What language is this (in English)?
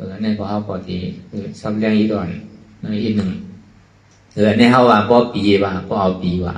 Shan